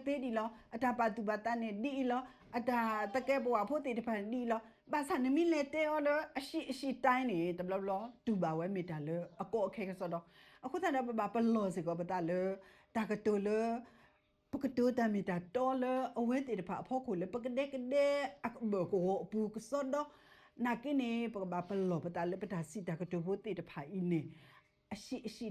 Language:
S'gaw Karen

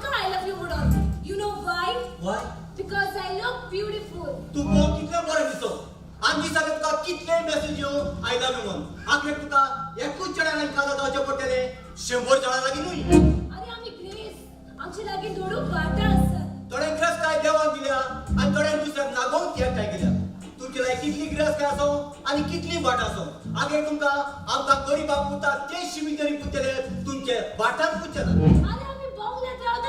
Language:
Konkani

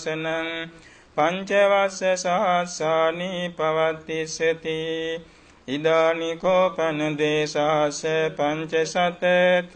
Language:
Pali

